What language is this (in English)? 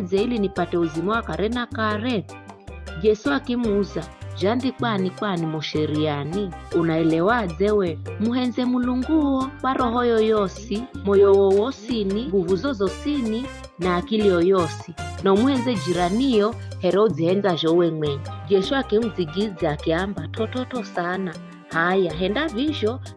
Giryama